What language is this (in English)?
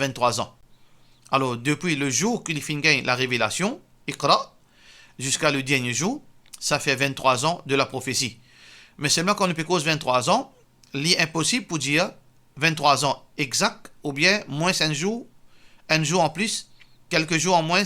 Morisyen